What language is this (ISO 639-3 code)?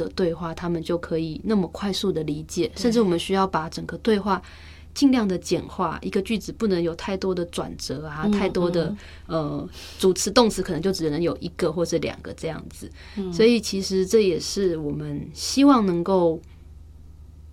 zho